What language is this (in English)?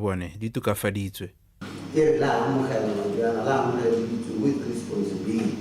Tswana